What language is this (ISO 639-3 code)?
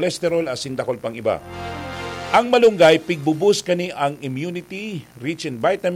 bik